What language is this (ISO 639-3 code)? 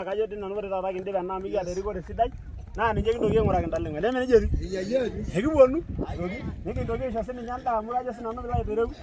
mas